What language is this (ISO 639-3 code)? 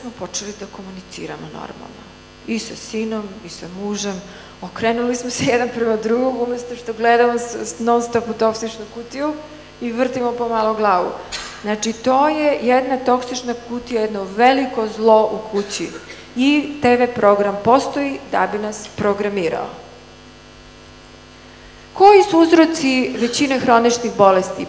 srp